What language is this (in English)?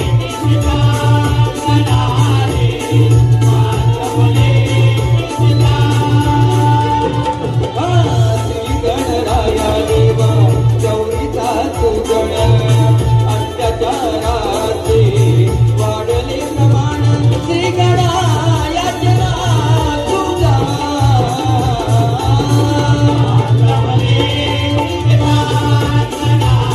Marathi